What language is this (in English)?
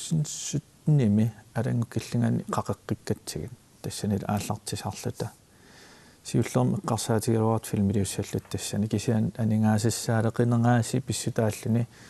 Kalaallisut